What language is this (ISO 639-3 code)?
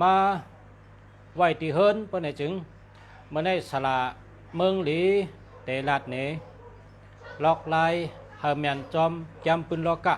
shn